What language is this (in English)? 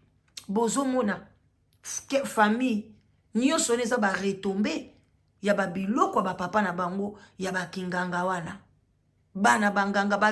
Lingala